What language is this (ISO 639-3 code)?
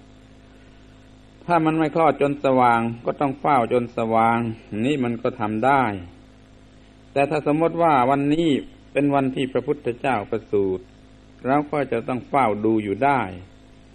tha